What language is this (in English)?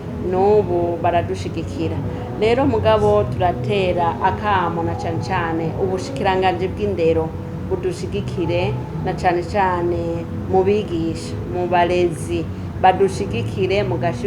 Rundi